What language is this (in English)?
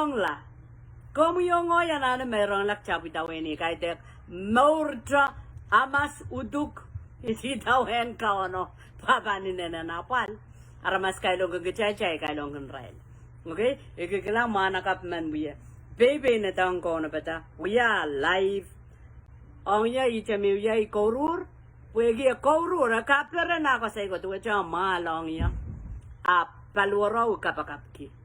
Pohnpeian